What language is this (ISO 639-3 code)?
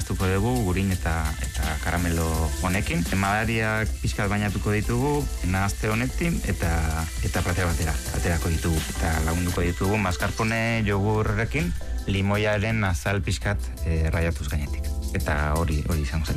eus